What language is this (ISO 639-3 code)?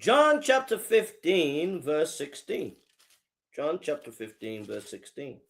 eng